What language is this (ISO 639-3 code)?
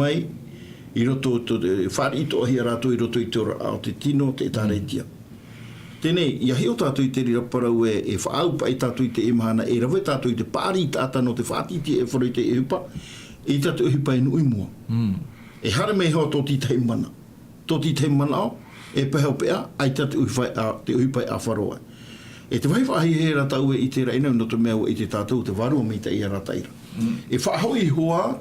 tah